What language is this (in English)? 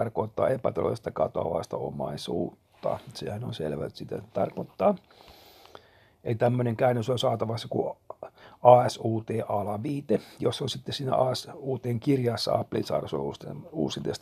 Finnish